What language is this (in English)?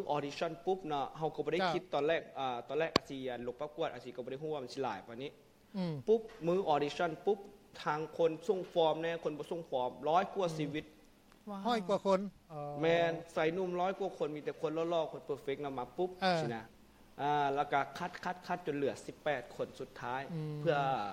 Lao